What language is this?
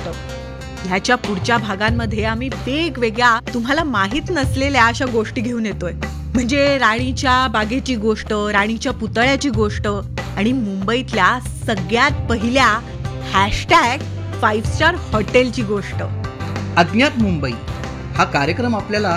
Marathi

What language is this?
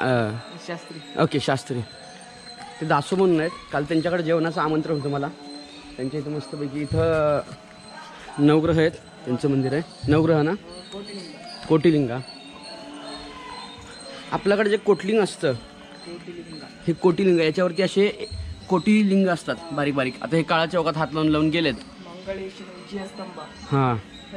Marathi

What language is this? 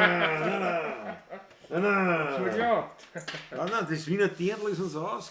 Bavarian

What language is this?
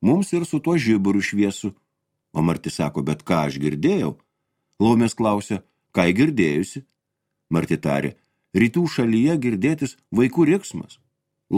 Lithuanian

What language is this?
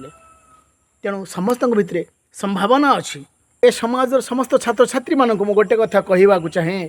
Odia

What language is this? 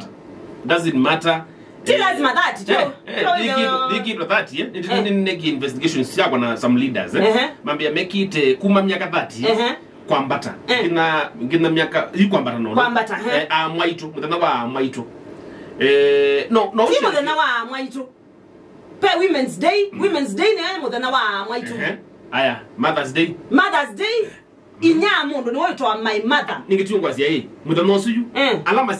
Kamba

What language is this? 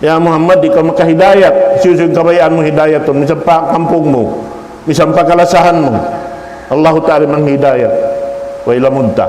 Tausug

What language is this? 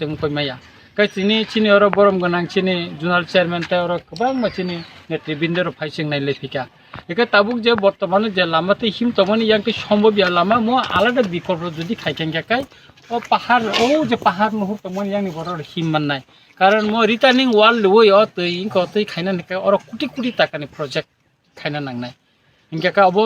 Kok Borok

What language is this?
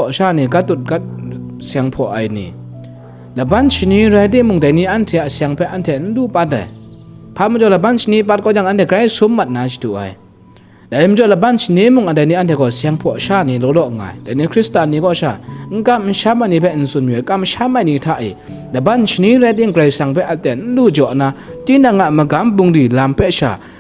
Kachin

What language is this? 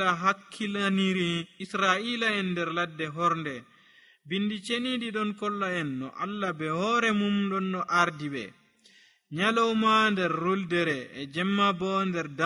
Nigerian Fulfulde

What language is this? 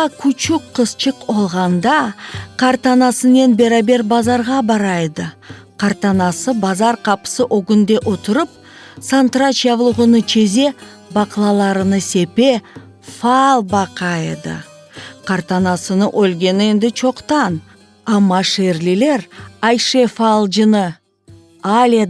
Crimean Tatar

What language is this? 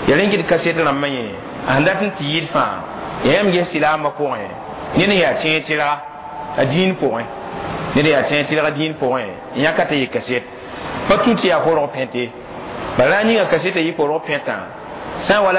Mossi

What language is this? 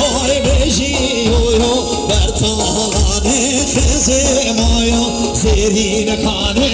Kurdish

